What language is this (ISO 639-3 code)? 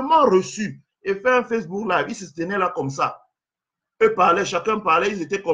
fra